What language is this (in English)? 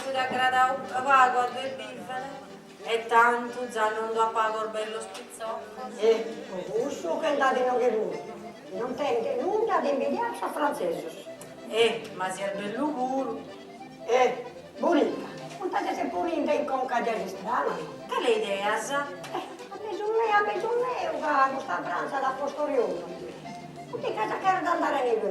Sardinian